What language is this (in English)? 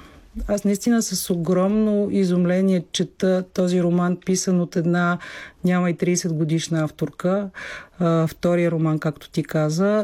Bulgarian